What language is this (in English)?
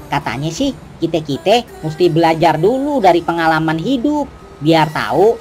Betawi